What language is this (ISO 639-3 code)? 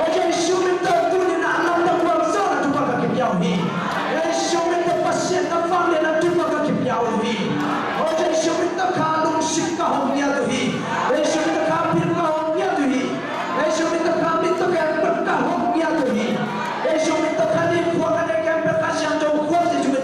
ctd